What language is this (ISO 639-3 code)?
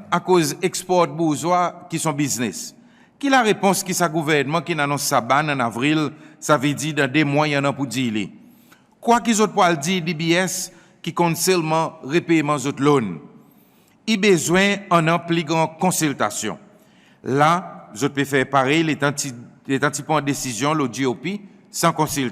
crs